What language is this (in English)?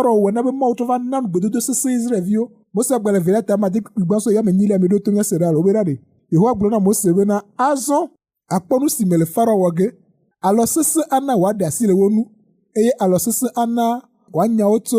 Ewe